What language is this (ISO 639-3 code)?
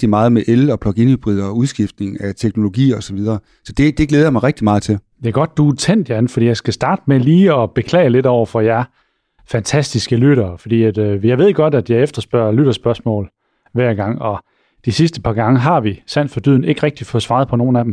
dan